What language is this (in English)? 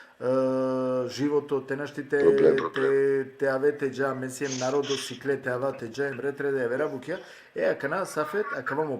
Balkan Romani